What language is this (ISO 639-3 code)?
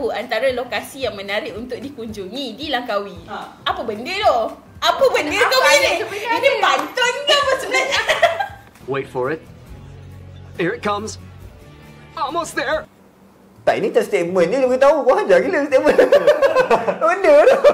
msa